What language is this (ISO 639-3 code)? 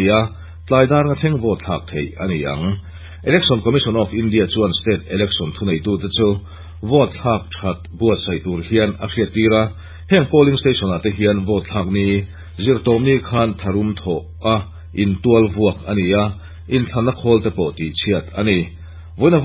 lus